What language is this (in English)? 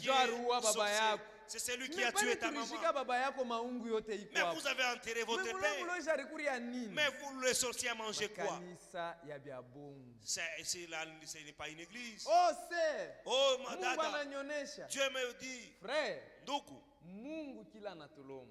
Swahili